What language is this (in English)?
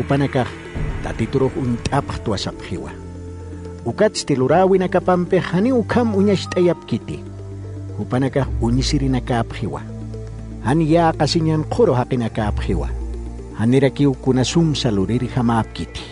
Aymara